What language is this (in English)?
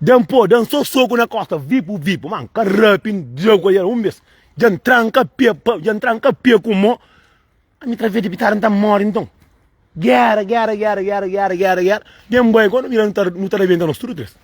Kabuverdianu